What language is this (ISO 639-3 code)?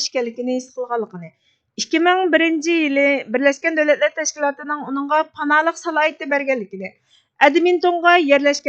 uig